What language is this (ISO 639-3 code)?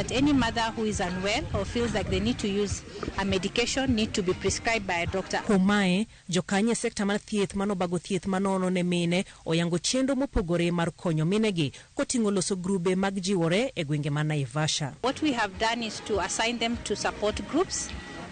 luo